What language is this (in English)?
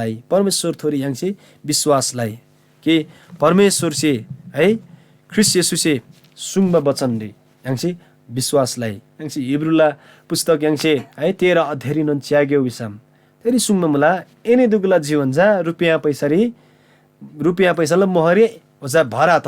Eastern Tamang